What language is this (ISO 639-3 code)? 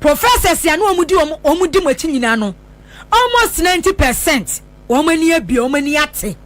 aka